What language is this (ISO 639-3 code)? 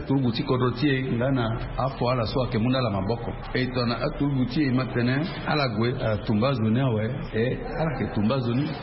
sag